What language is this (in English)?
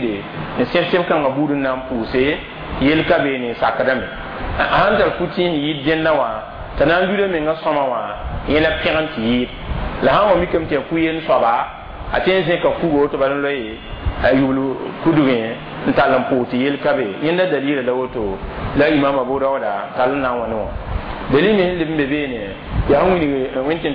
Mossi